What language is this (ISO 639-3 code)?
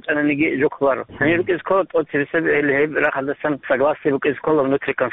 ava